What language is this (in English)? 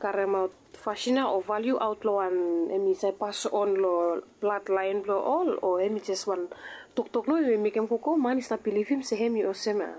Bislama